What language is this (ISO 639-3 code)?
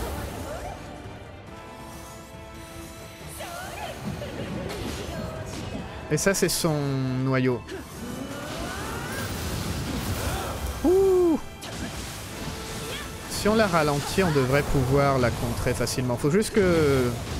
fra